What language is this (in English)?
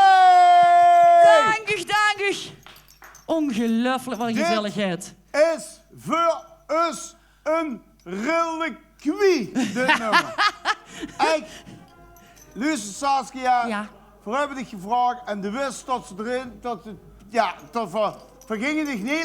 Limburgish